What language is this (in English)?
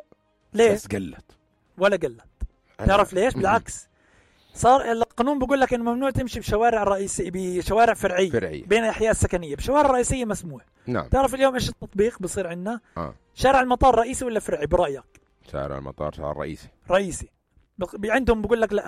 North Levantine Arabic